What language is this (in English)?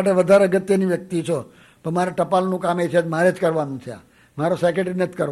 Gujarati